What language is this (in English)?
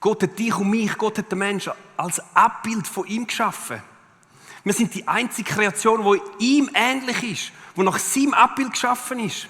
Swiss German